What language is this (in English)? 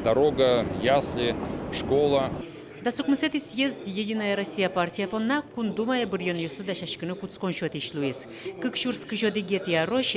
Udmurt